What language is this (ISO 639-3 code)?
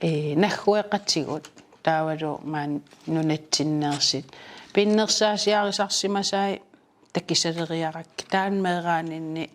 kal